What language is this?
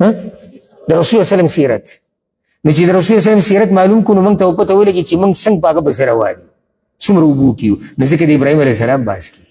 Pashto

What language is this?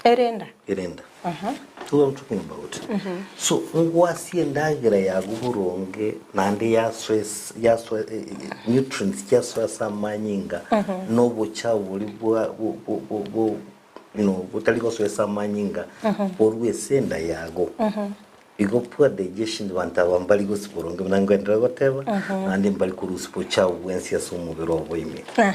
Gusii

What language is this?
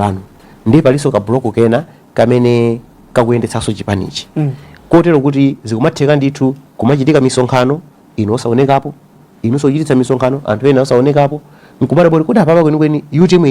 Nyanja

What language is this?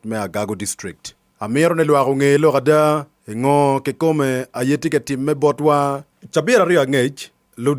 Acoli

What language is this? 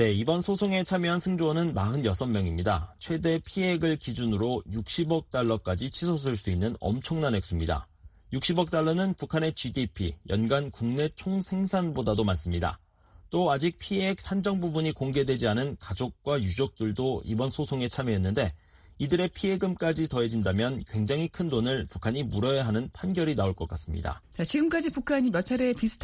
Korean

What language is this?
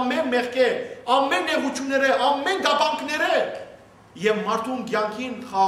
Western Armenian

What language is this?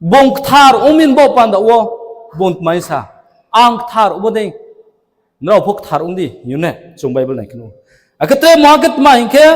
Riang (India)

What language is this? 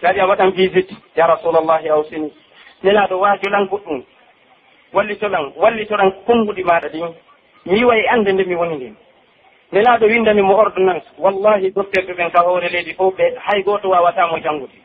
Pular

